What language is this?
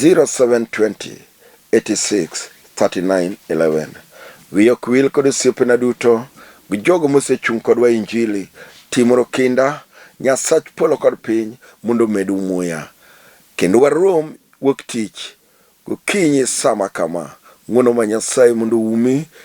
Luo (Kenya and Tanzania)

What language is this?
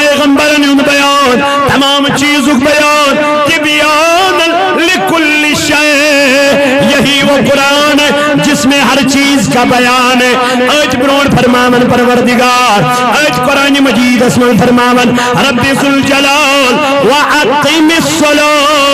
Kashmiri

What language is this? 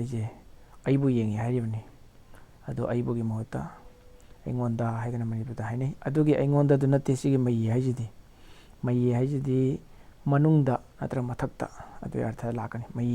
Manipuri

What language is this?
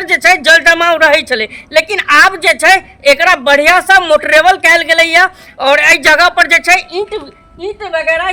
Maithili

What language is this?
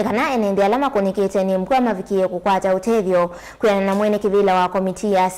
Kamba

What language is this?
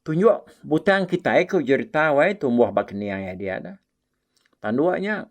Iban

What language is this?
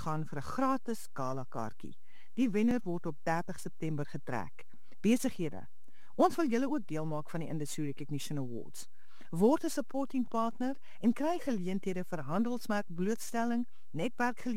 Afrikaans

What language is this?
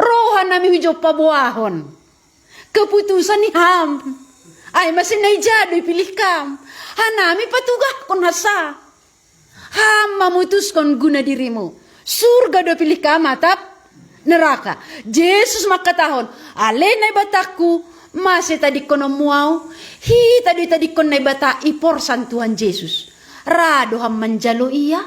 Batak Simalungun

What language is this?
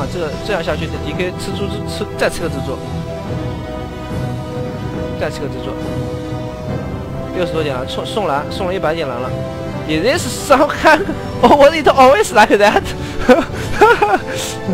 Chinese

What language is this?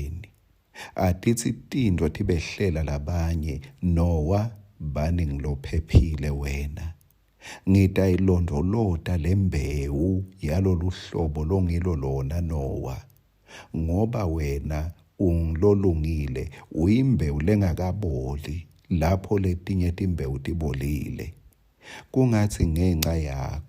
Swati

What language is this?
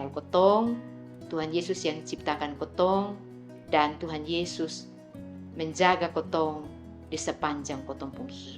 Kupang Malay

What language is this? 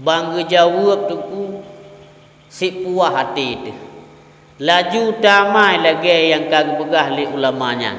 Achinese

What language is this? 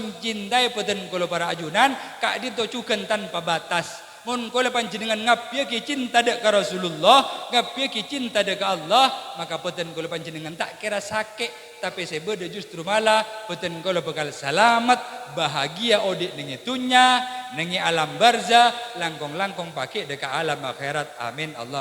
Madurese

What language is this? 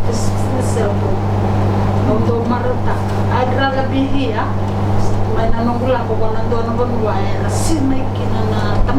Fijian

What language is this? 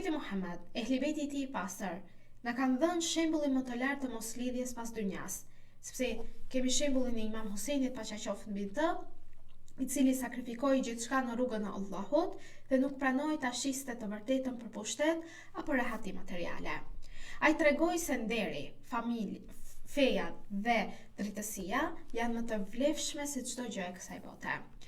Albanian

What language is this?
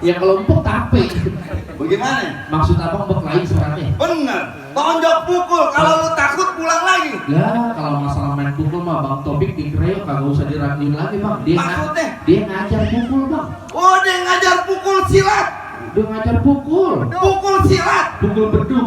Betawi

